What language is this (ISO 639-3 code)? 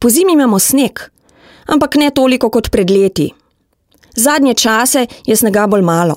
slv